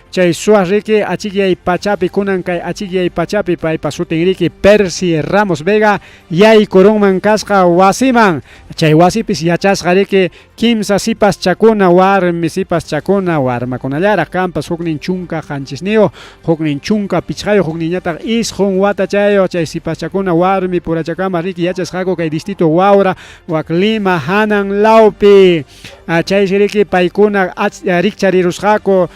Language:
Ayacucho Quechua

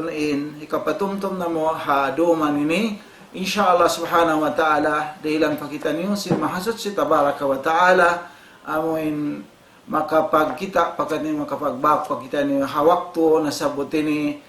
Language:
Tausug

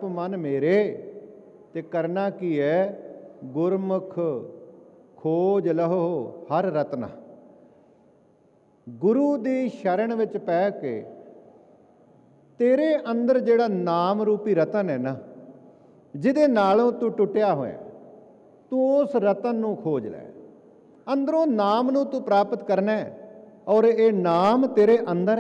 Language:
Punjabi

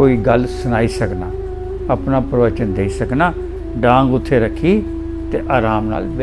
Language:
Dogri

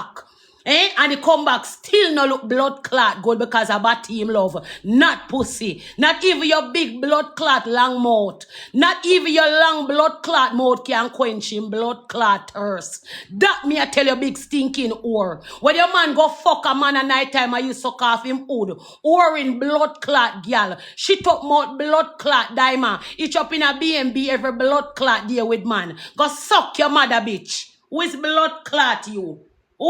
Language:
Jamaican Creole English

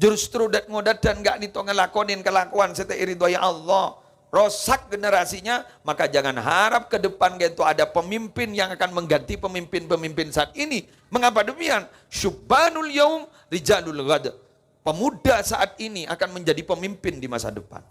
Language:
Madurese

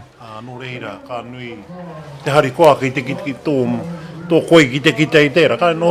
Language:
Māori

